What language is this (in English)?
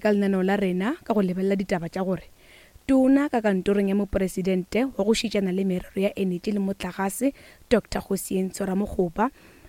Northern Sotho